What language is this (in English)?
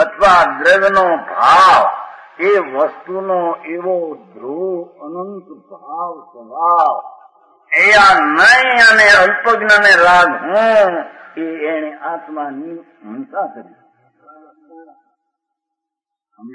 Gujarati